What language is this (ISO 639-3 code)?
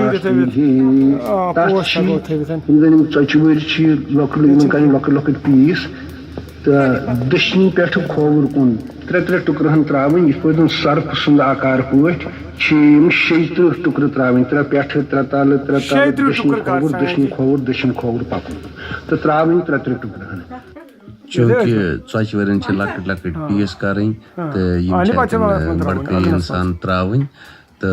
kas